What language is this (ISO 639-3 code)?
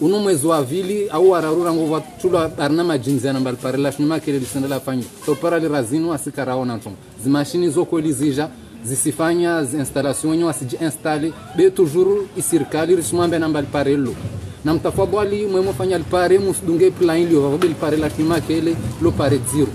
zdj